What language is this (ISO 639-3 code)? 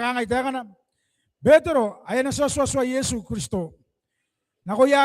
gil